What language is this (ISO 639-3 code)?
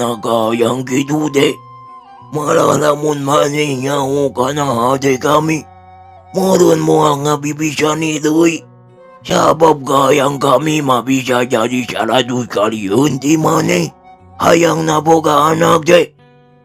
sun